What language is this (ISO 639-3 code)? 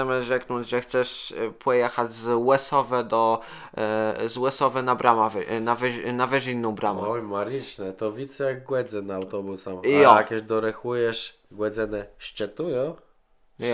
csb